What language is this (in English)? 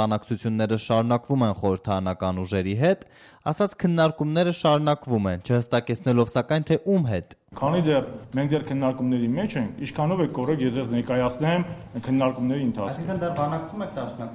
Armenian